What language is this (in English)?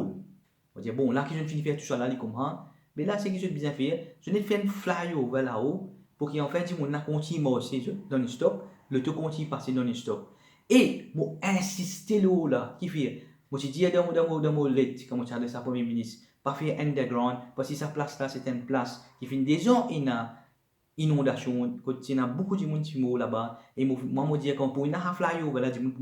Morisyen